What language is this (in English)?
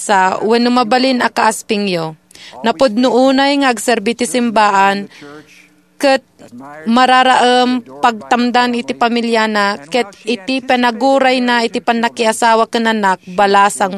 Iloko